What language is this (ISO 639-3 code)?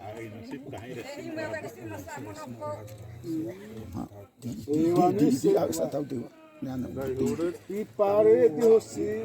xav